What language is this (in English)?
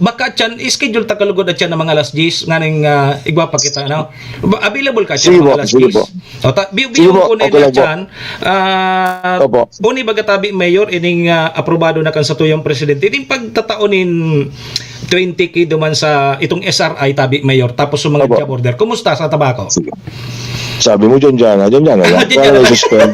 Bikol